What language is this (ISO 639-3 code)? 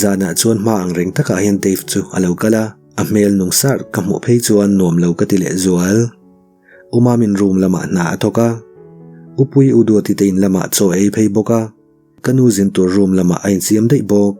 lus